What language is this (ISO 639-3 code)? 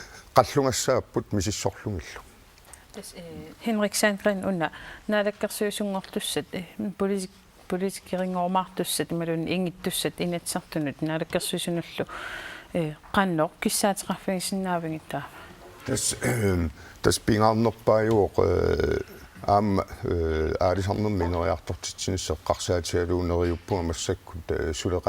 kal